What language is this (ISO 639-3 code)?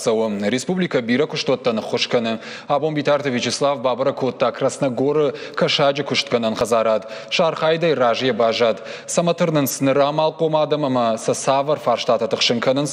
oss